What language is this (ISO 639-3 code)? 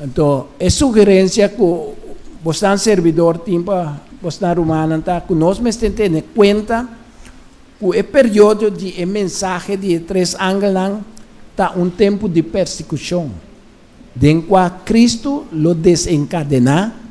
pap